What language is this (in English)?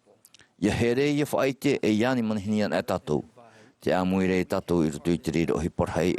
Tahitian